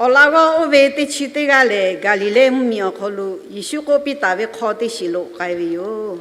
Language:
Lahu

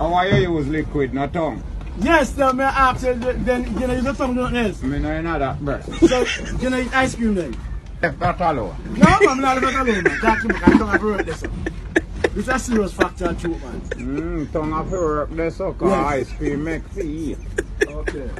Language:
Jamaican Creole English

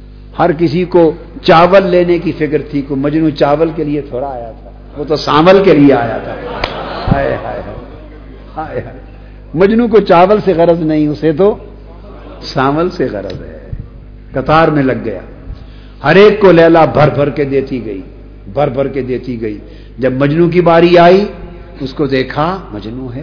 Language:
Urdu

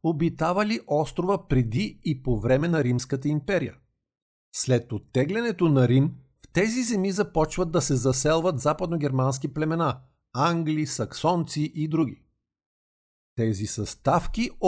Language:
Bulgarian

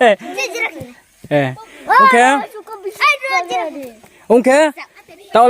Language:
Riang (India)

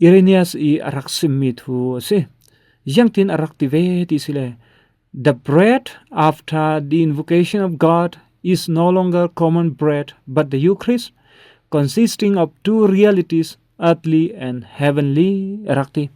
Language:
Falam Chin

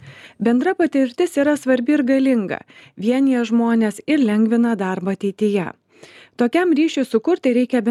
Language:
Lithuanian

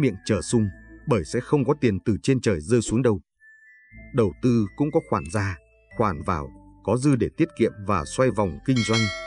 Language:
Vietnamese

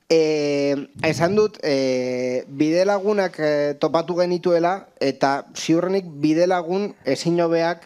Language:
Basque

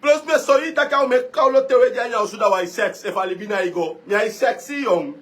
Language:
Sranan Tongo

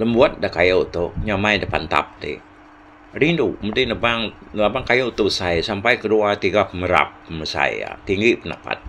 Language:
Iban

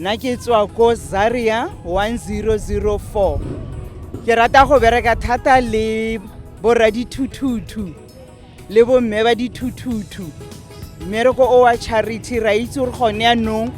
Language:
Tswana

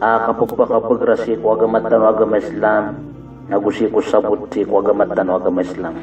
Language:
Maranao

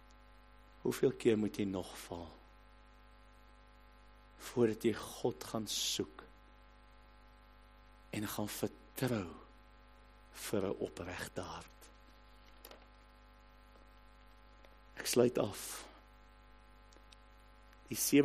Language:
Afrikaans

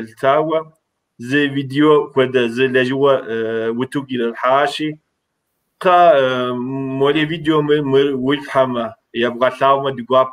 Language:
Kabardian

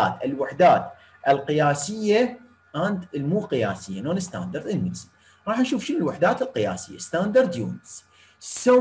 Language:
Mesopotamian Arabic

